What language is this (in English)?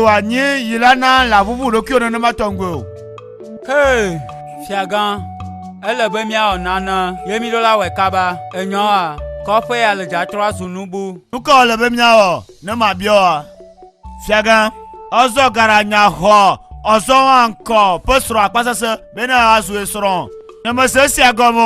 Ewe